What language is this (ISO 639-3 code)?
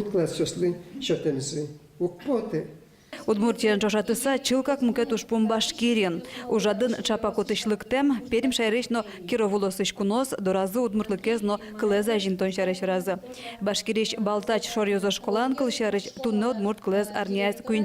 udm